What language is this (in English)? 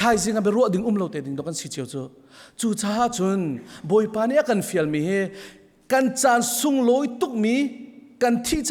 Hakha Chin